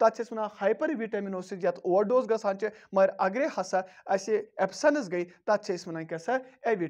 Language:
Kashmiri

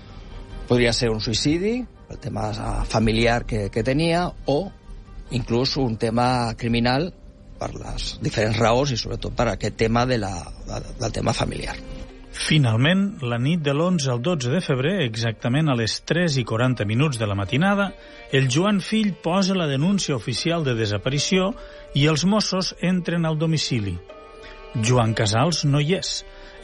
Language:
Catalan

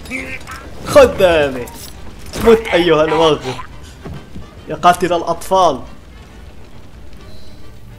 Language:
Arabic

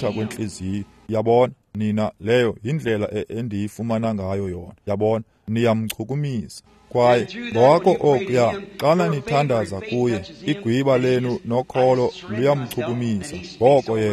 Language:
Xhosa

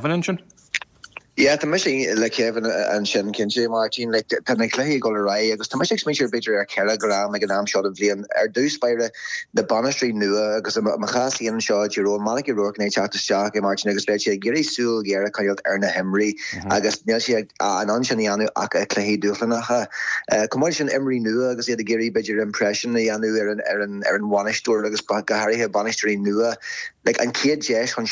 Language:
Irish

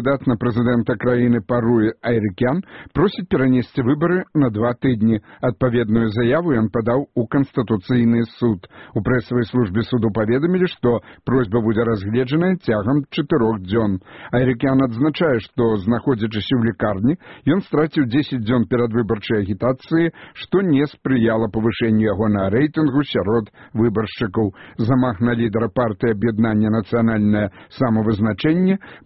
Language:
Belarusian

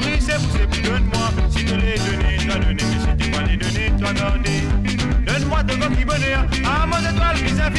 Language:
Morisyen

